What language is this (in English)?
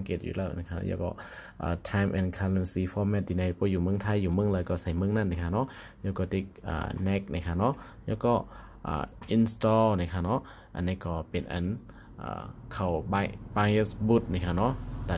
Shan